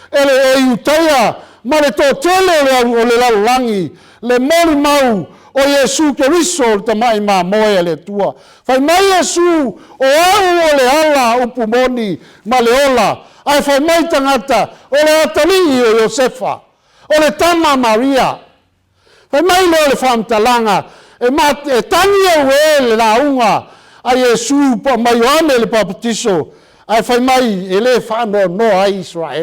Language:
Samoan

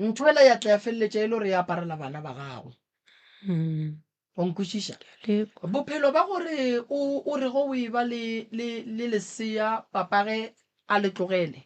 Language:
Northern Sotho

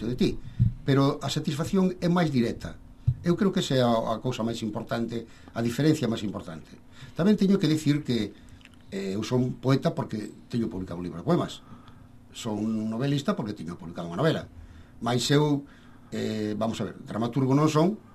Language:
Galician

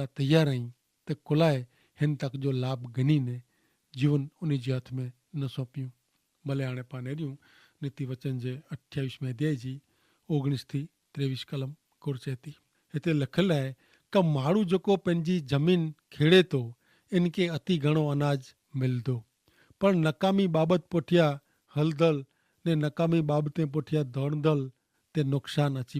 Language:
Kachhi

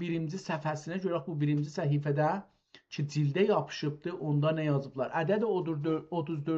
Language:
South Azerbaijani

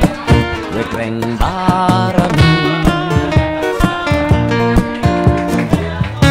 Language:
Thai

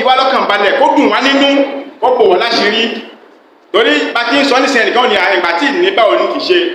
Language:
Yoruba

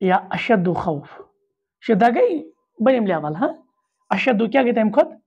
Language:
Kashmiri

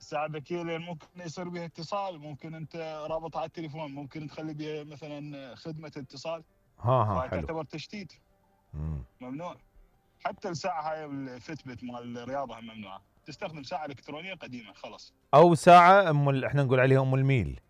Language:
Mesopotamian Arabic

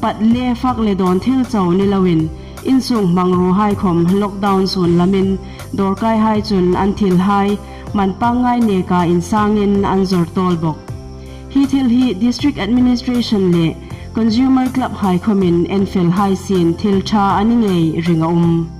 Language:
Hmar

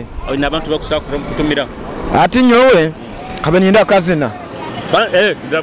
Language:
Nyoro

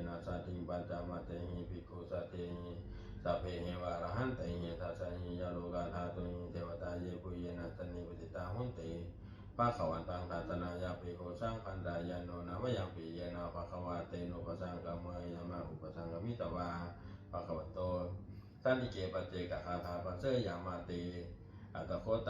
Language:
Pali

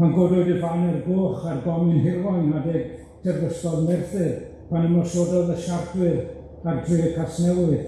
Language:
Welsh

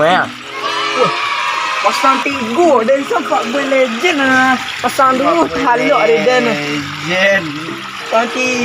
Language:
Minangkabau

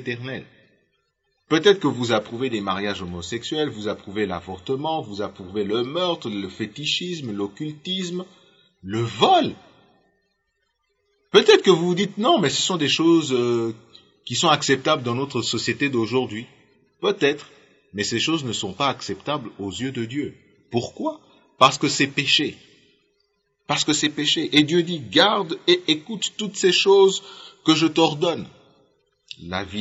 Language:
French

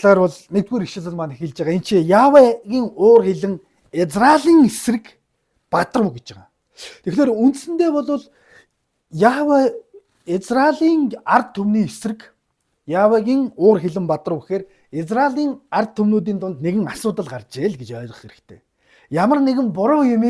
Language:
Mongolian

